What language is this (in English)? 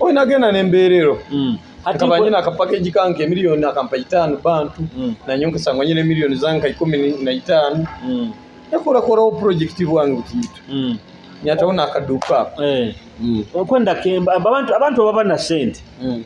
Nyoro